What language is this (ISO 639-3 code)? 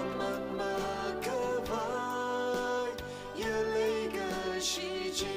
nmf